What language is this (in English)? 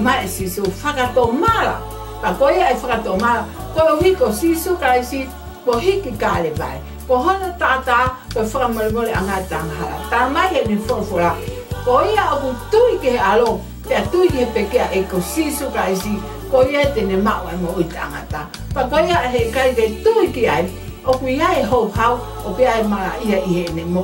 Tongan